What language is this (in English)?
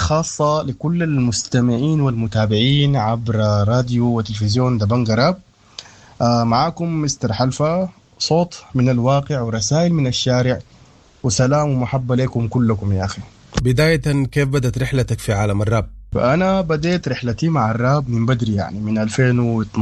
Sudanese Arabic